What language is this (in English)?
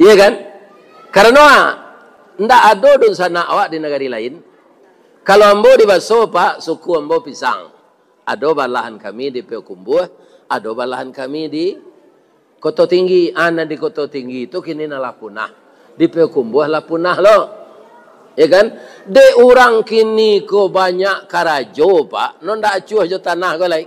Minangkabau